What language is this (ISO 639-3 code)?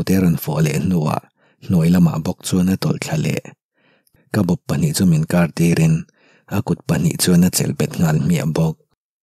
lus